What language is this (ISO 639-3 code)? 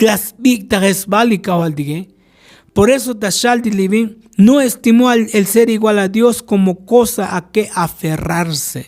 tzo